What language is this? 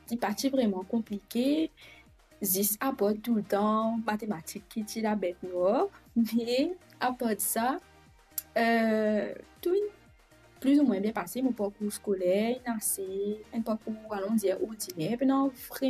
Morisyen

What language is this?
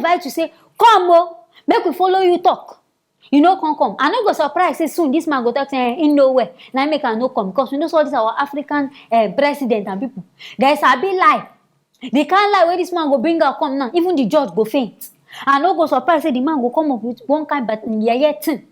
Nigerian Pidgin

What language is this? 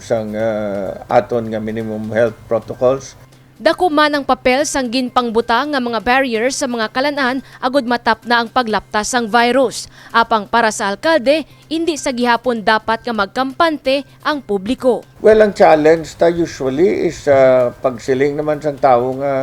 Hiligaynon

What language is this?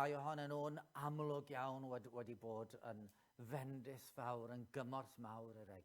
Welsh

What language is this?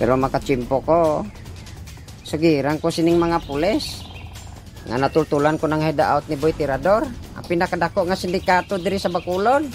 Hiligaynon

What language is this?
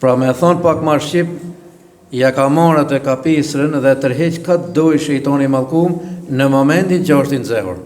Albanian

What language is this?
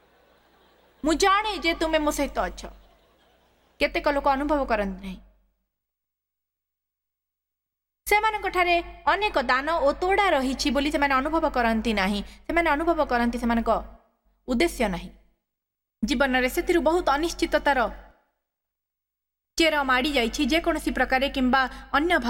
Odia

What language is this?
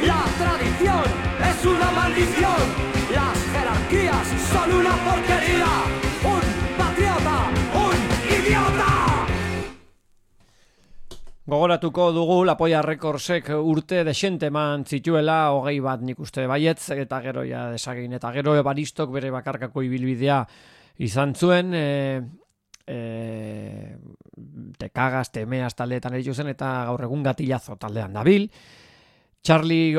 Basque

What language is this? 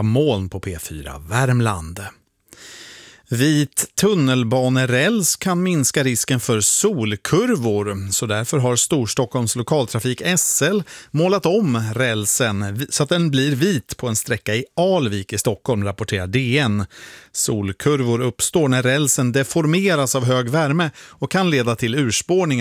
Swedish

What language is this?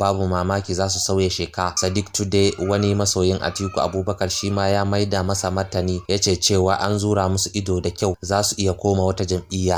Hausa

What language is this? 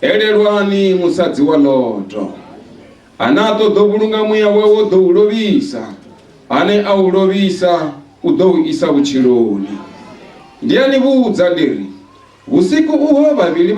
Venda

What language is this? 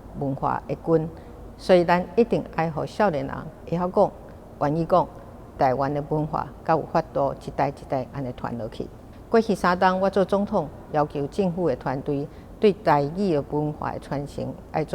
Min Nan Chinese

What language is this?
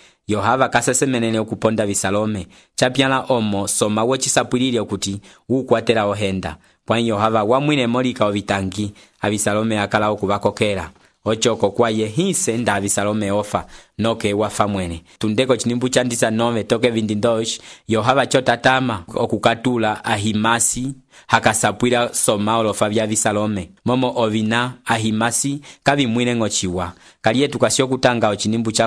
Umbundu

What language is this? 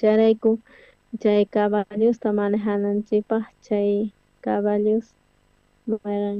South Bolivian Quechua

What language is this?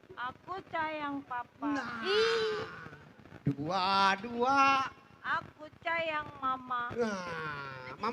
Betawi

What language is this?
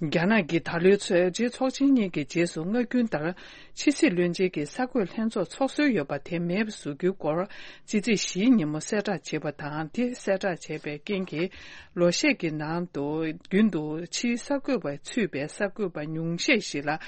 Tibetan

